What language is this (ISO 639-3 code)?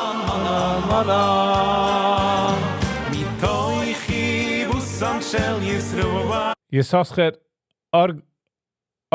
yid